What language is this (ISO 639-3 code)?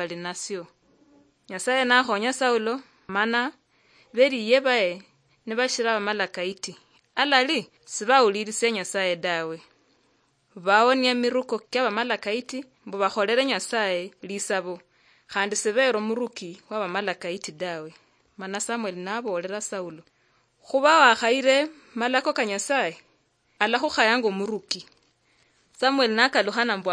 luy